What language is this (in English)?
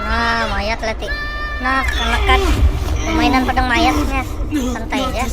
Banjar